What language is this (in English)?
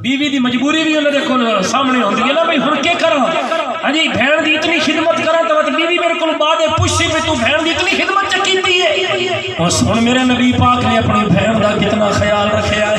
Saraiki